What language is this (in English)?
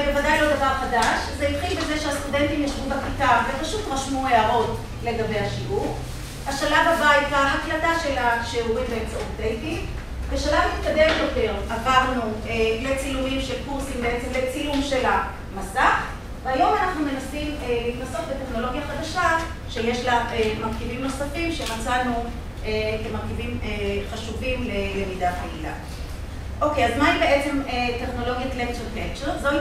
Hebrew